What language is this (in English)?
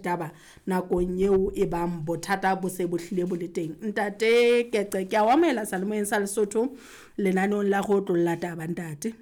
Southern Sotho